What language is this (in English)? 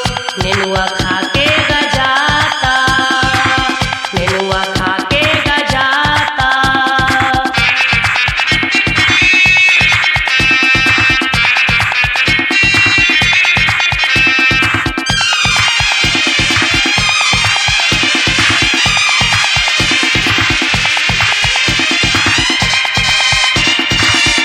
Bhojpuri